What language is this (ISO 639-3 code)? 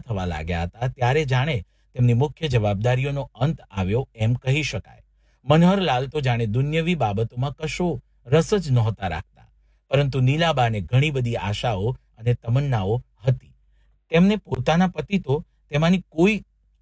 guj